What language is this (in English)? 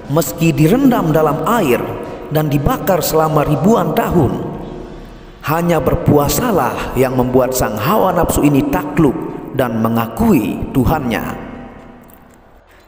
Indonesian